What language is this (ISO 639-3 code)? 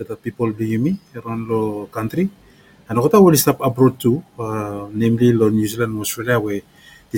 bis